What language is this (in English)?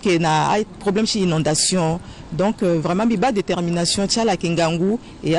Sango